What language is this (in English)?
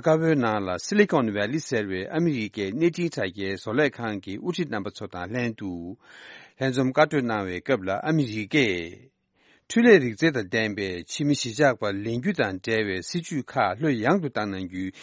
Tibetan